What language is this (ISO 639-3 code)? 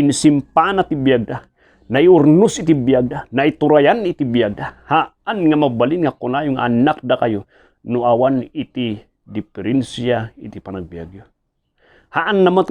ilo